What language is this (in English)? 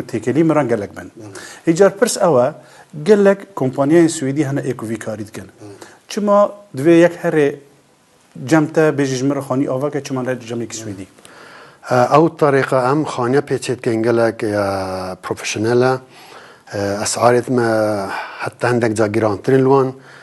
Kurdish